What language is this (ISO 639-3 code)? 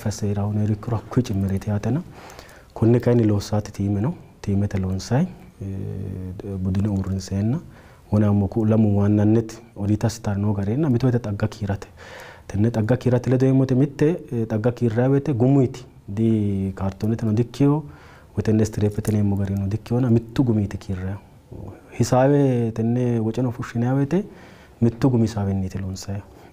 sid